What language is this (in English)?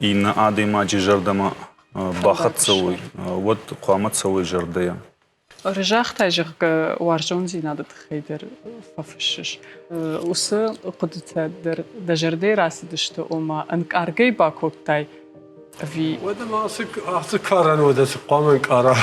Ossetic